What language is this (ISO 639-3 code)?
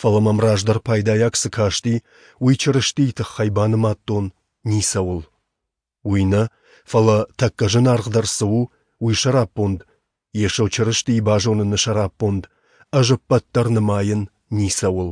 oss